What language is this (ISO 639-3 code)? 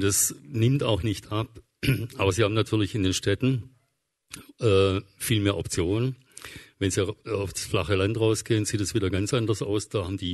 deu